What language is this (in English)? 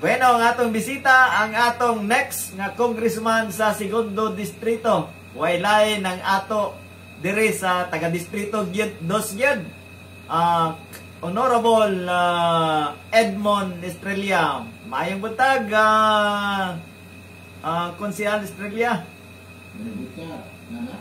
Cebuano